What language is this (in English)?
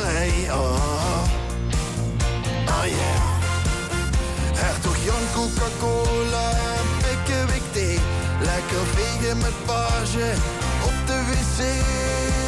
Dutch